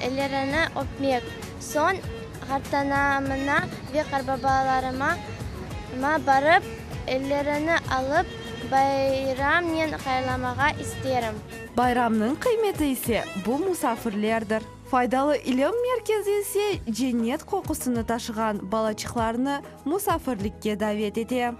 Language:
Crimean Tatar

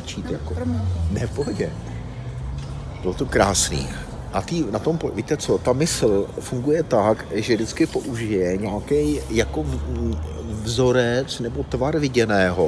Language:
Czech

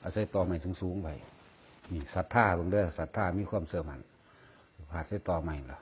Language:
Northeastern Thai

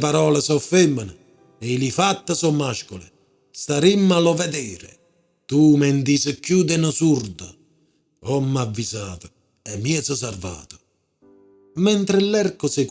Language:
Neapolitan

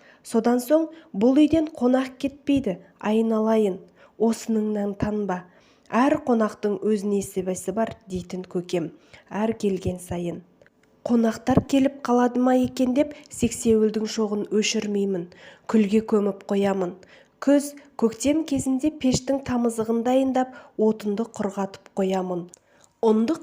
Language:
Kazakh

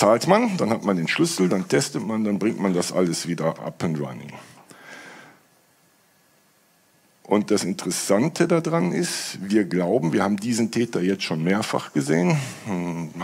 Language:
German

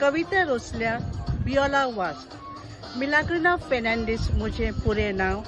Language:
Konkani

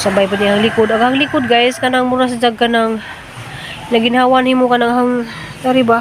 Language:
Cebuano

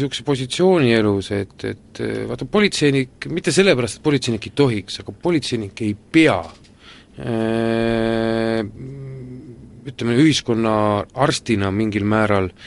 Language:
Estonian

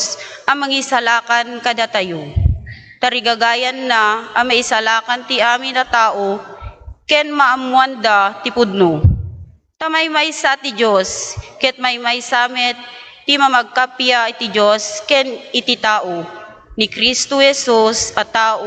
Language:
Iloko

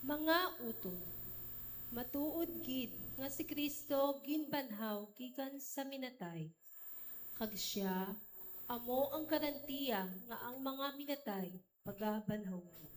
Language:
Hiligaynon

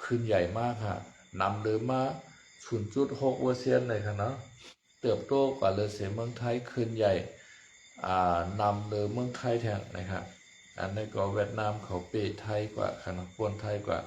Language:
Shan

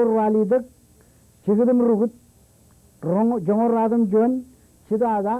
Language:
Marshallese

